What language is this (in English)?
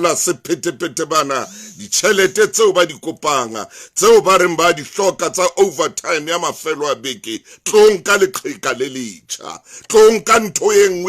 Southern Sotho